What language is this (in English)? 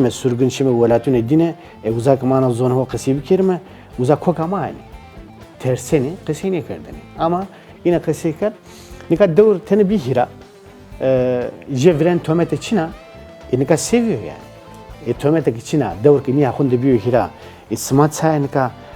Zaza